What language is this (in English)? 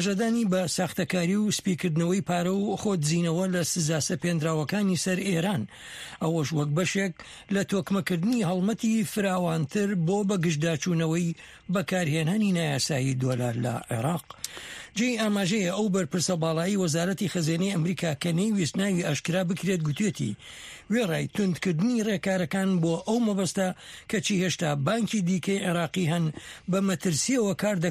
Central Kurdish